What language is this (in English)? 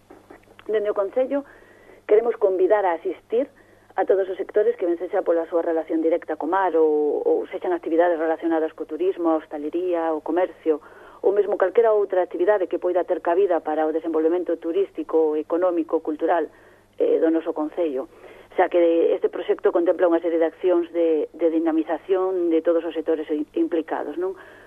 Galician